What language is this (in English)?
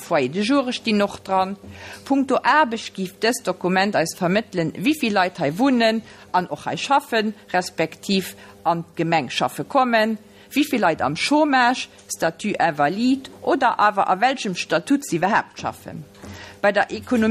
Luxembourgish